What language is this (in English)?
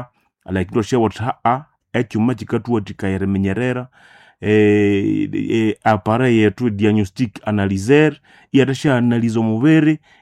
Nande